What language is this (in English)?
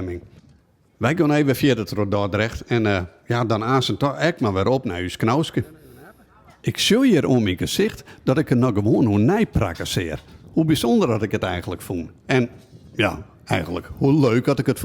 Western Frisian